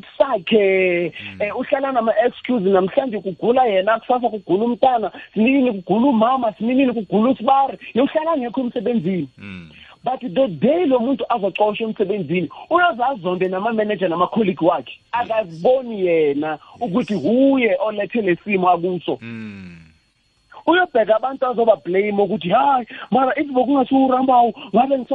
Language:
South Ndebele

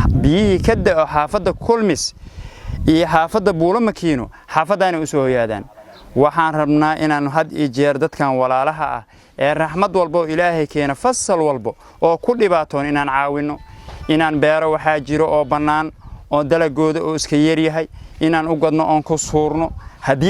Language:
Somali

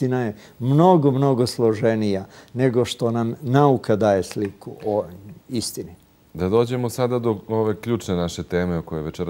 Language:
Serbian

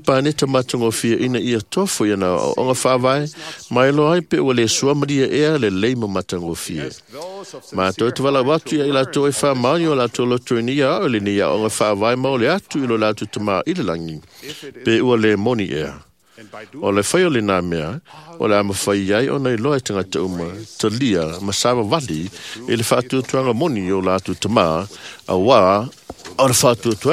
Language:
Samoan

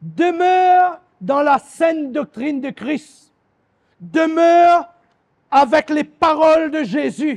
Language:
Morisyen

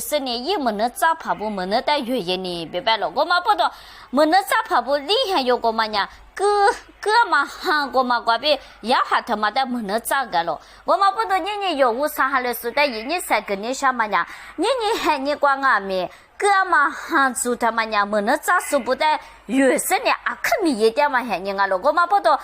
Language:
Lisu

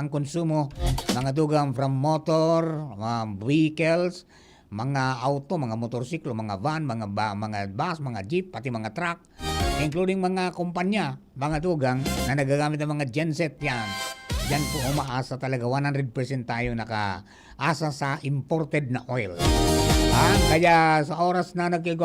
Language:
Bikol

